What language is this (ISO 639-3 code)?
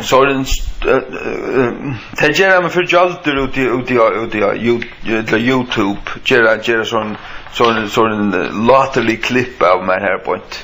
fao